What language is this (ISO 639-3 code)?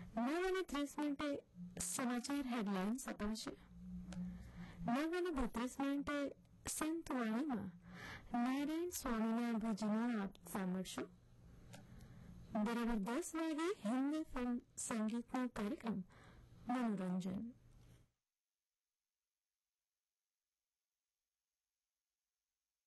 guj